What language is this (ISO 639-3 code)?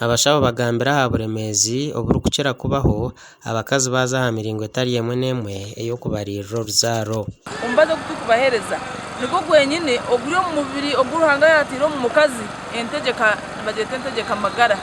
nyn